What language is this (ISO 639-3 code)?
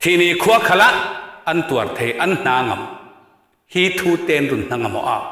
cfm